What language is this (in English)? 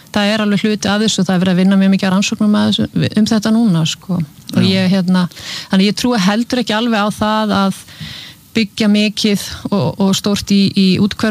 Icelandic